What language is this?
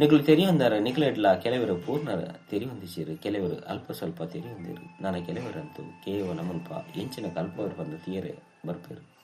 Tulu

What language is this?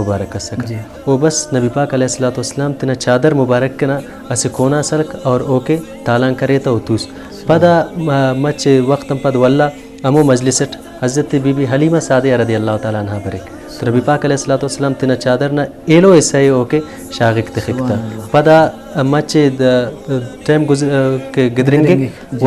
Brahui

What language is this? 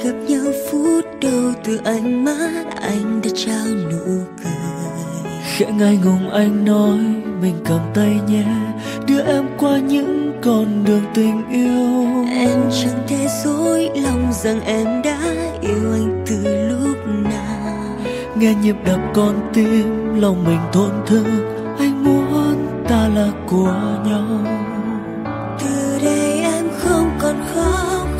Vietnamese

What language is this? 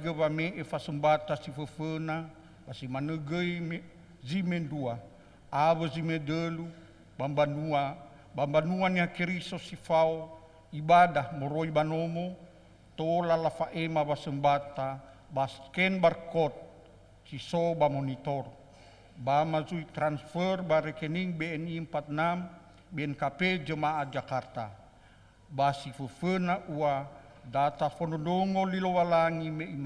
Nias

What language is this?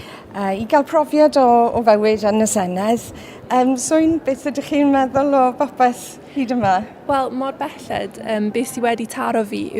Welsh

